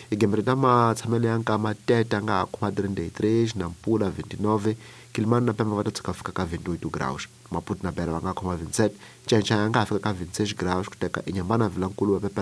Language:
Tsonga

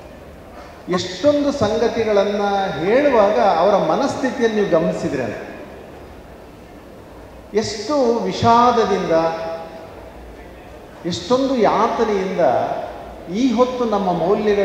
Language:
Kannada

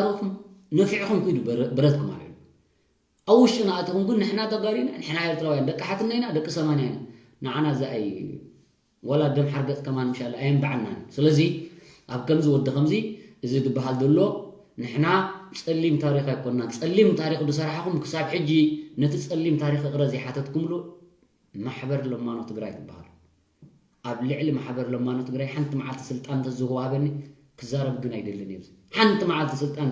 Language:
Tigrinya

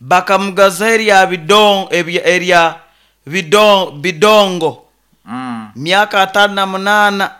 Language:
Nyoro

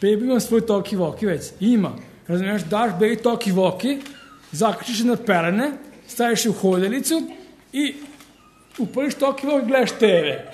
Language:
Serbian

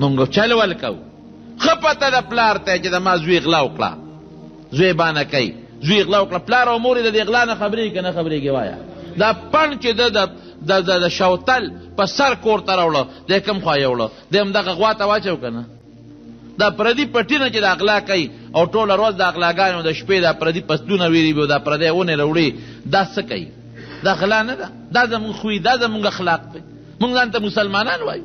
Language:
Pashto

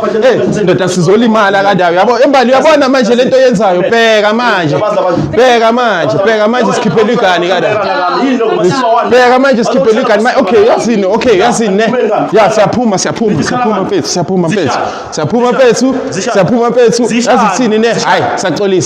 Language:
Zulu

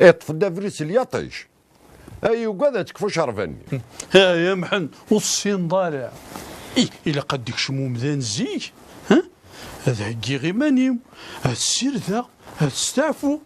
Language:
Kabyle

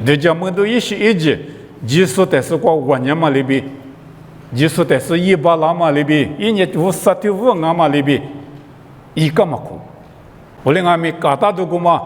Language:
Lisu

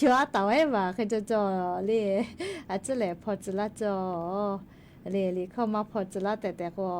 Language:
Lahu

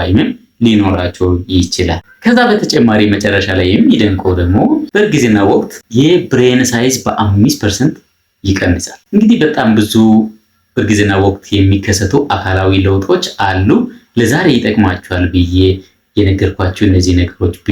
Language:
Amharic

